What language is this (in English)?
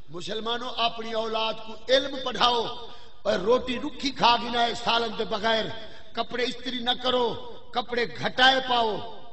Saraiki